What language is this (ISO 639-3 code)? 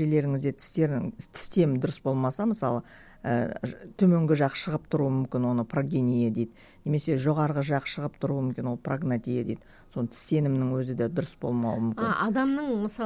kaz